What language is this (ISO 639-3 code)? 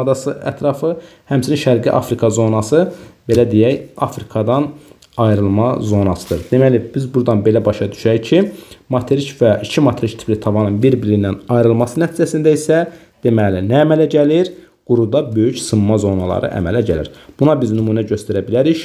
aze